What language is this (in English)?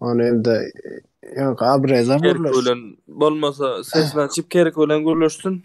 Turkmen